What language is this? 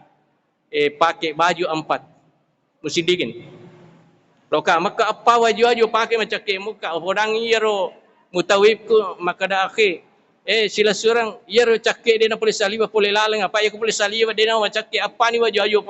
Buginese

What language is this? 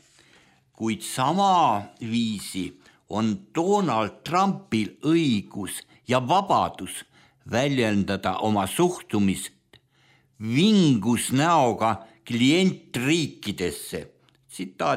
Estonian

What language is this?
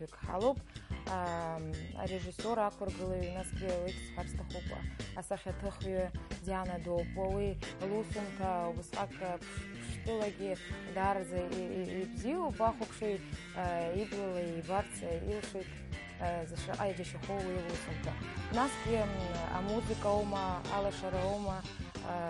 Abkhazian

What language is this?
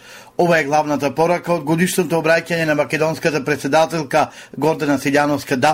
Macedonian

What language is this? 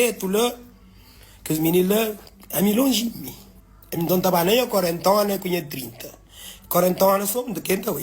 Kabuverdianu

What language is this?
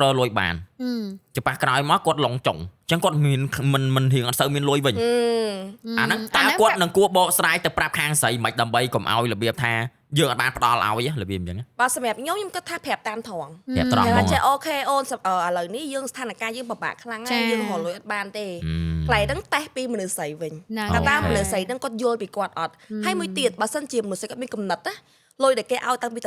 Khmer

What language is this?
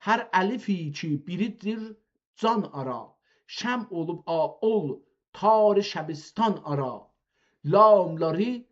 South Azerbaijani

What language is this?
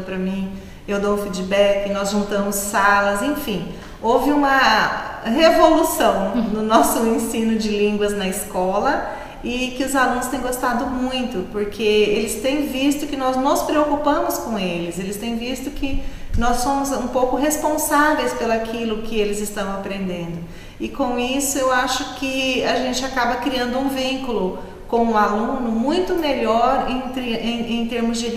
Portuguese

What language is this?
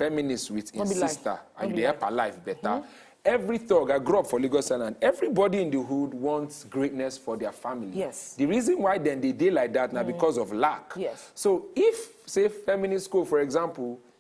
Nigerian Pidgin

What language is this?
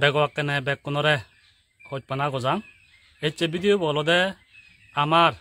Chakma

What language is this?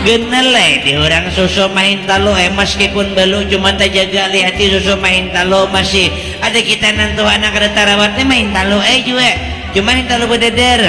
Banjar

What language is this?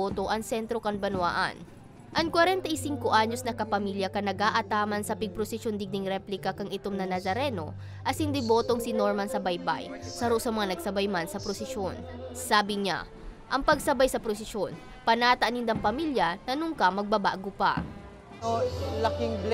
Bikol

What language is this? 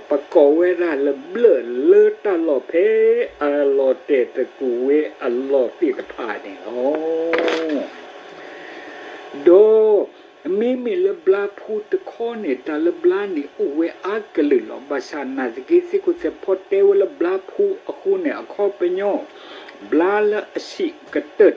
S'gaw Karen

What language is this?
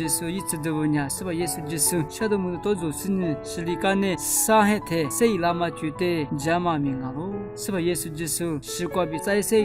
Lisu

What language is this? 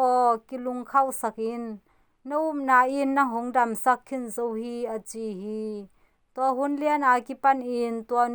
Tedim Chin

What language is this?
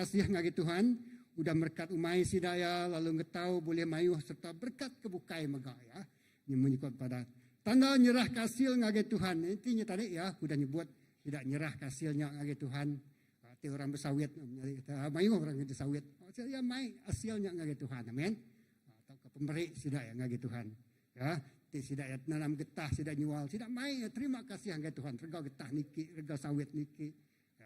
Iban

